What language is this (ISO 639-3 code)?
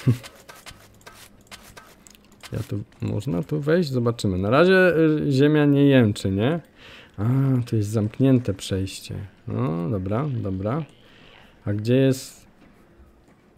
pol